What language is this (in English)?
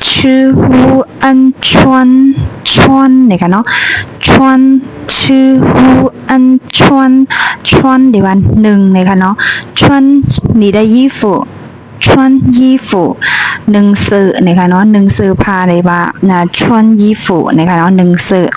Shan